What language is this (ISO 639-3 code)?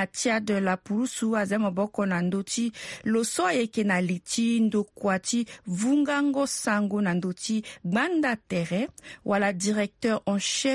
sag